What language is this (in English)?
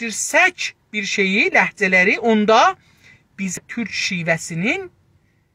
South Azerbaijani